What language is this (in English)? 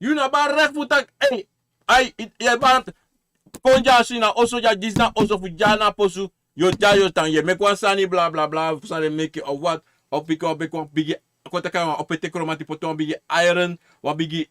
Sranan Tongo